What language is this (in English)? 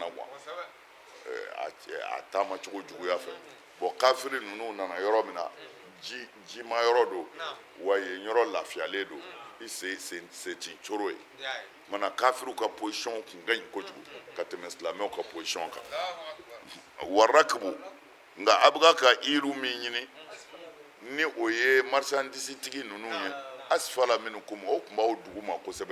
Bambara